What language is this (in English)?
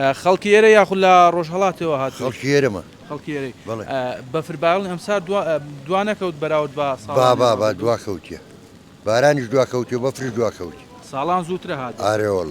Central Kurdish